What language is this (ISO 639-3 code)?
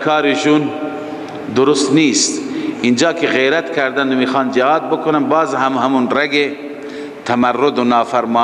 fas